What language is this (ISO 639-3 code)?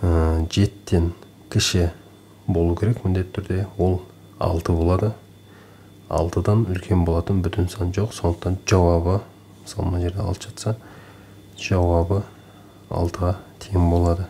kaz